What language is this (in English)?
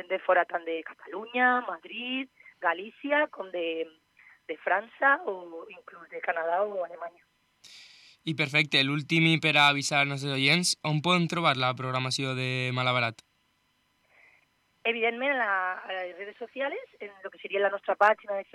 Catalan